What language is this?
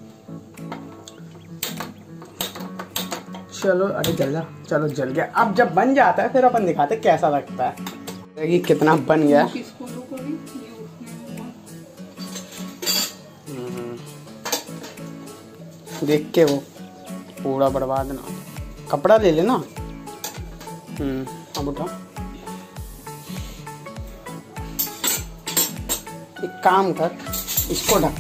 Hindi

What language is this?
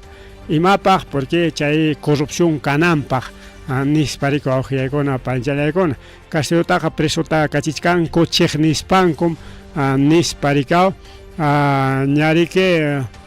Ayacucho Quechua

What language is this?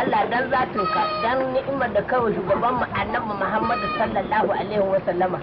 Hausa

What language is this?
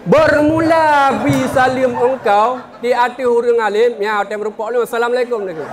Achinese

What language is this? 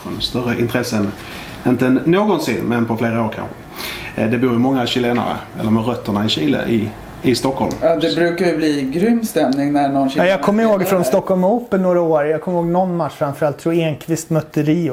Swedish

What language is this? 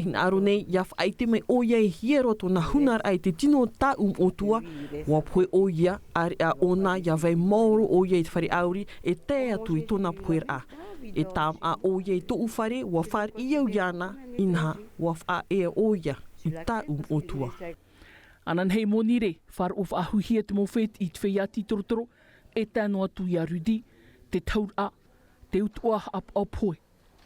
Tahitian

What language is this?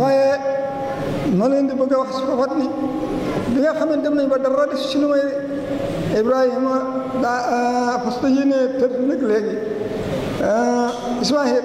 Wolof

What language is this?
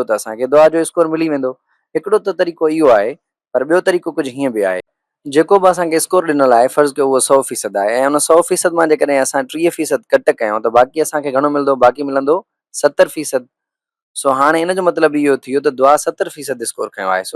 Sindhi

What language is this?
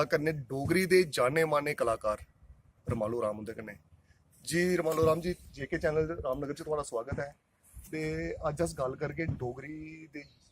Dogri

